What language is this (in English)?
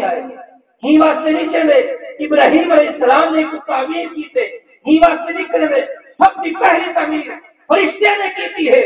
Saraiki